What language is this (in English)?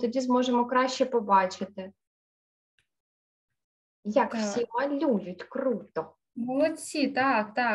Ukrainian